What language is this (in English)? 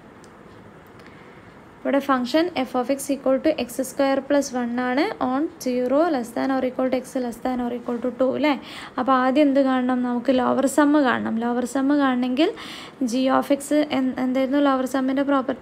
Malayalam